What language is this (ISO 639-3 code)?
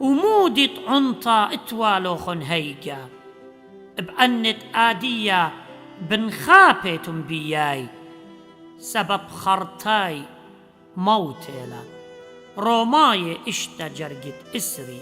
aii